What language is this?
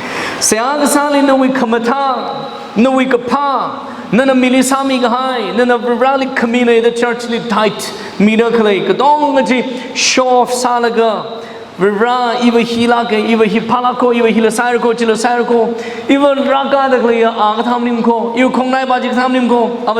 Tangkhul Naga (India)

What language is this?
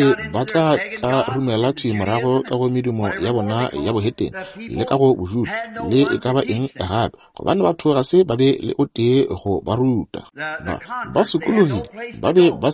Northern Sotho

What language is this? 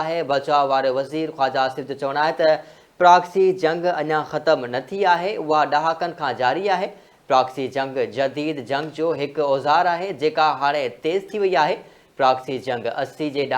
Sindhi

